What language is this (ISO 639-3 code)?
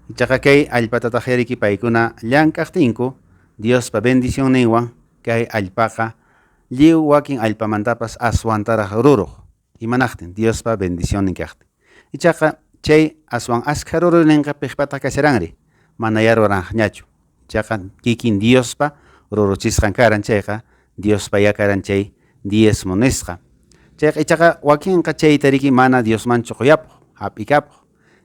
que